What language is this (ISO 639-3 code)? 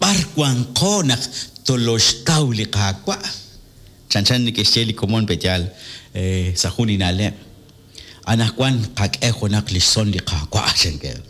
kek